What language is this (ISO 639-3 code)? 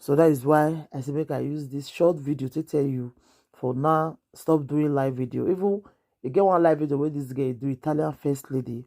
pcm